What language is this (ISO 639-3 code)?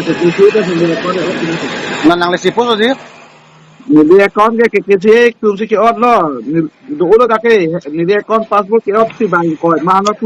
mjw